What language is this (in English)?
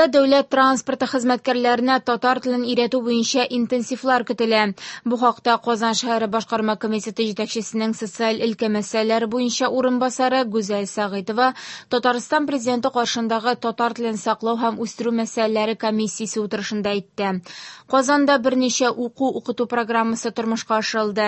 Tatar